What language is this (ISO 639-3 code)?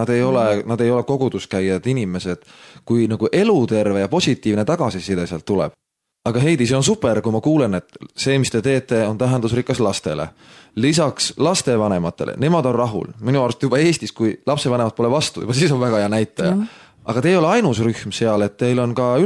est